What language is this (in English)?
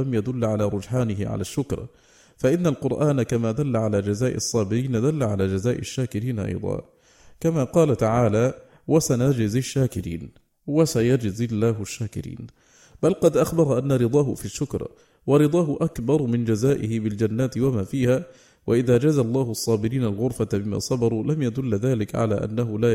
Arabic